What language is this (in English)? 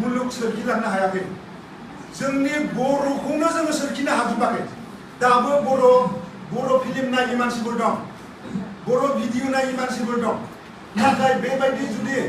Bodo